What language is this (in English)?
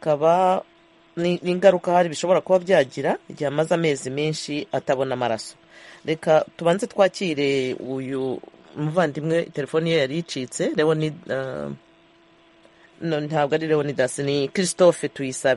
Kinyarwanda